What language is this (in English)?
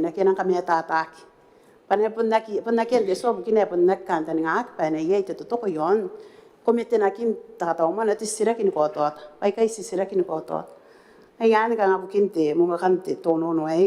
Gilbertese